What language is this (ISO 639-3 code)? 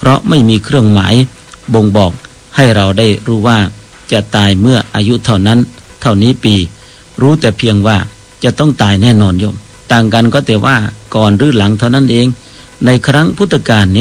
tha